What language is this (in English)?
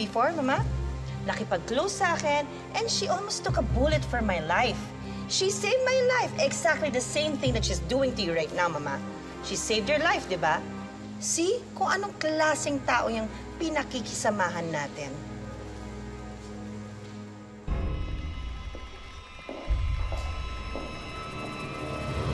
Filipino